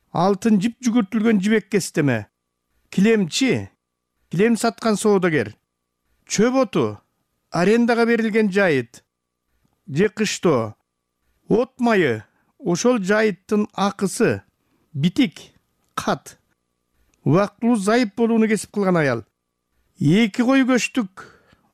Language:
Kyrgyz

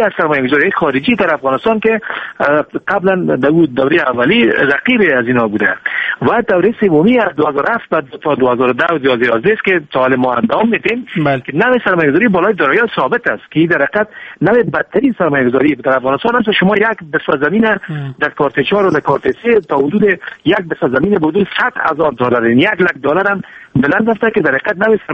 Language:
Persian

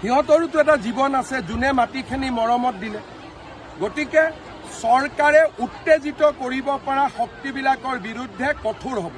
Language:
Assamese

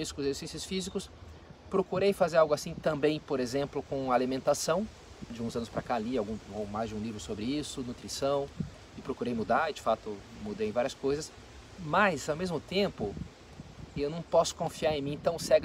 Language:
Portuguese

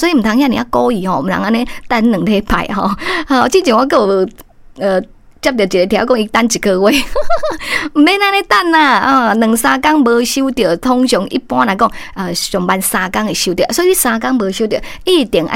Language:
Min Nan Chinese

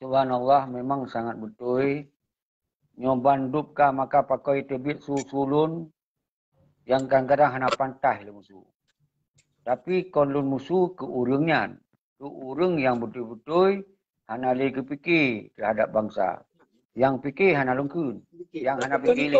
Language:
Achinese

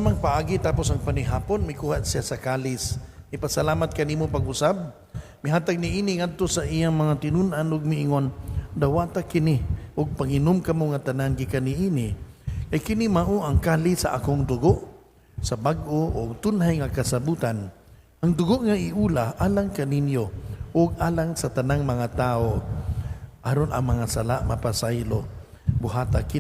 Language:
Cebuano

